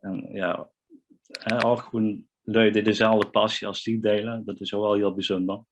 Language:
Limburgish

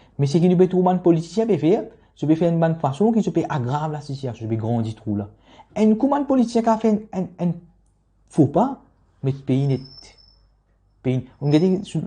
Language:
Morisyen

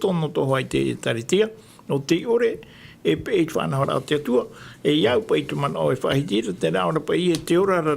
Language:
Tahitian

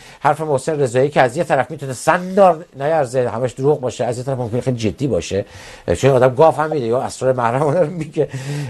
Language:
Persian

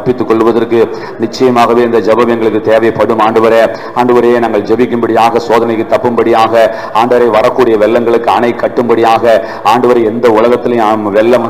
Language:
Tamil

